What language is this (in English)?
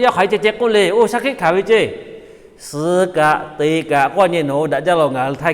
Lahu